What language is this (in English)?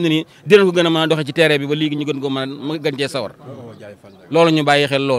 Wolof